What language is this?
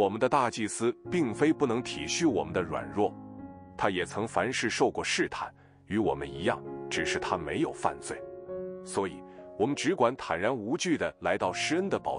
Chinese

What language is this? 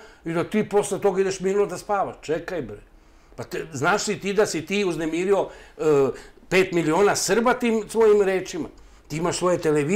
Serbian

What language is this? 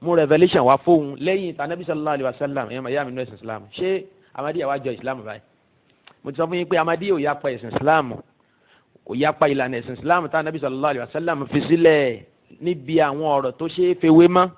Yoruba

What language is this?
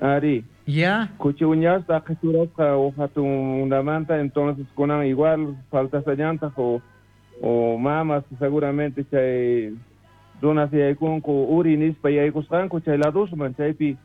South Bolivian Quechua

